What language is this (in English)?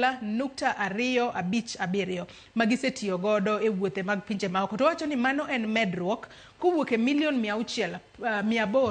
Luo (Kenya and Tanzania)